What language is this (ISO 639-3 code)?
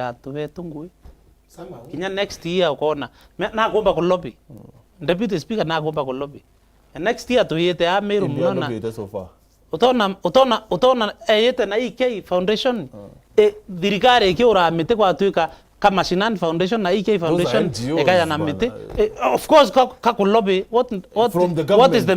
mer